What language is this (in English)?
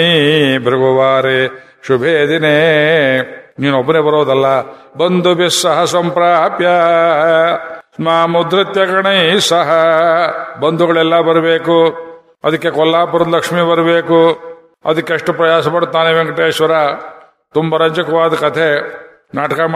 Kannada